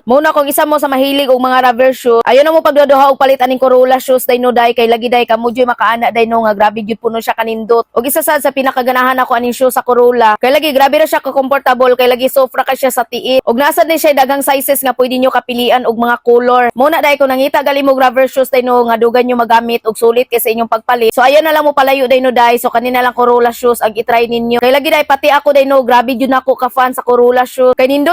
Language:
Cebuano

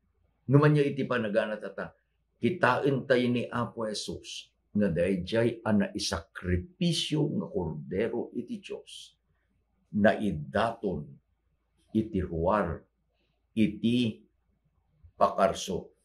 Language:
Iloko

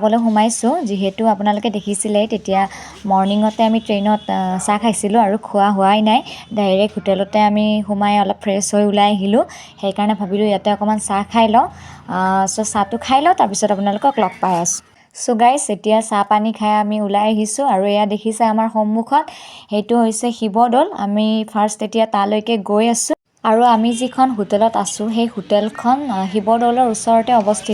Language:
Assamese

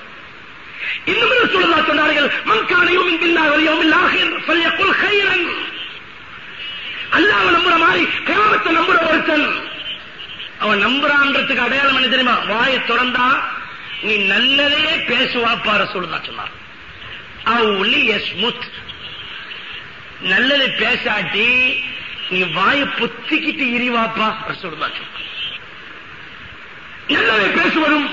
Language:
Tamil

